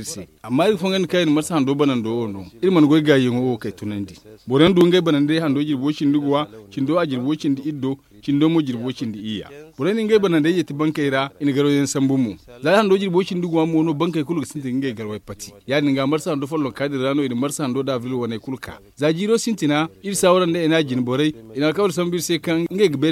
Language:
Zarma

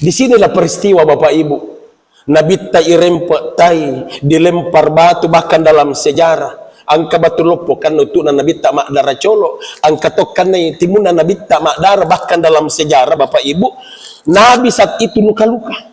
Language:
Buginese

